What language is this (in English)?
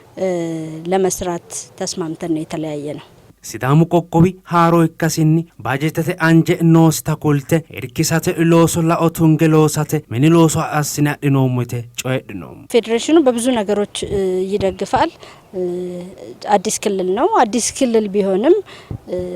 Sidamo